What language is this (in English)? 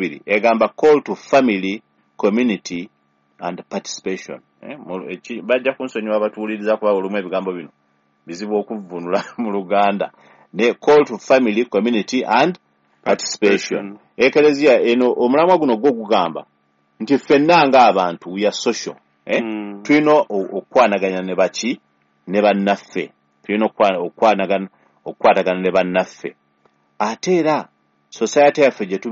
Ganda